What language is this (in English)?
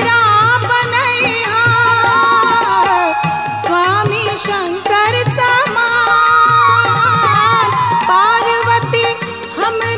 Bhojpuri